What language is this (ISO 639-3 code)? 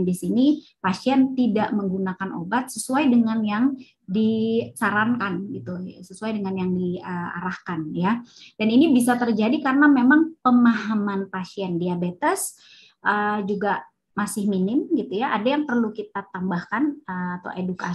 ind